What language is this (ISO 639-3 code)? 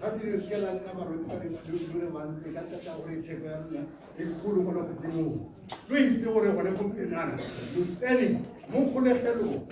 tsn